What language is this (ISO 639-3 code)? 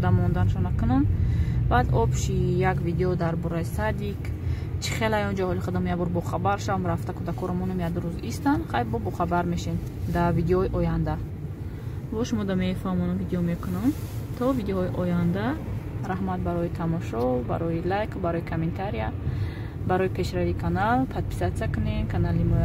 tgk